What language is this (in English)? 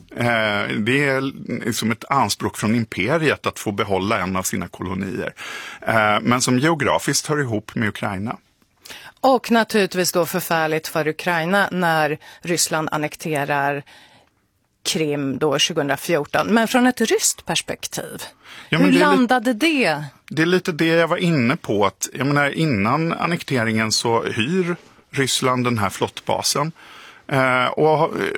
Swedish